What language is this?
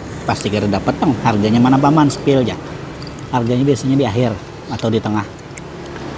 Banjar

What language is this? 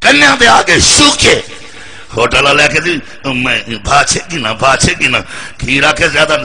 Saraiki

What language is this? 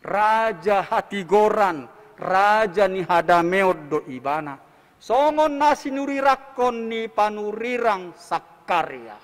Batak Toba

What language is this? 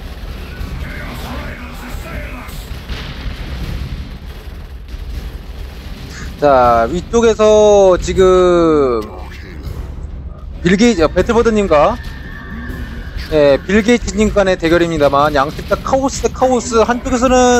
Korean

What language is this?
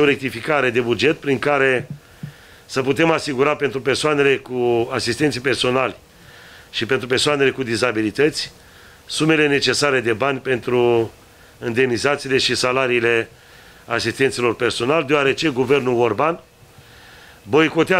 Romanian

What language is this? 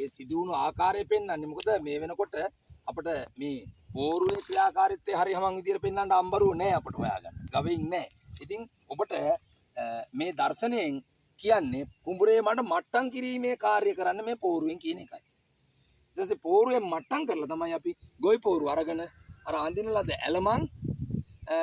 Sinhala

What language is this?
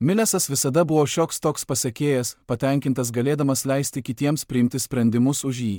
Lithuanian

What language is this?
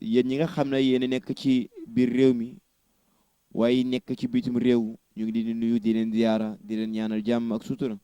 Wolof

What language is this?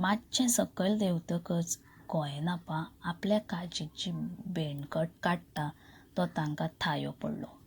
Konkani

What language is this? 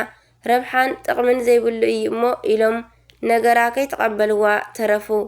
Tigrinya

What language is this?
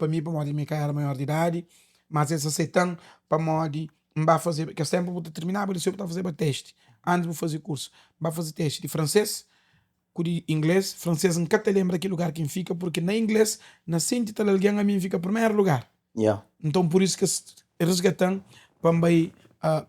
Kabuverdianu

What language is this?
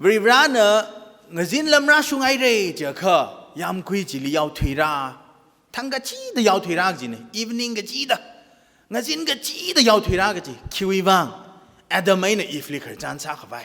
Tangkhul Naga (India)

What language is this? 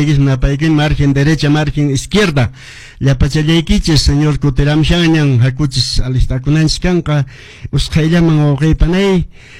Quechua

